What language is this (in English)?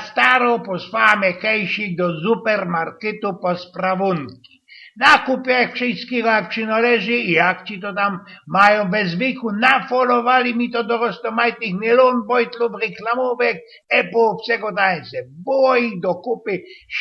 Silesian